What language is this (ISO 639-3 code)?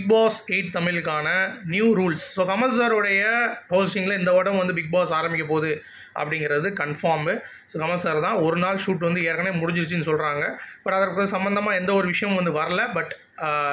tam